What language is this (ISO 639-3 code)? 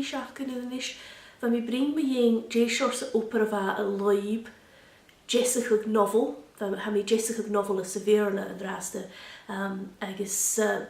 gla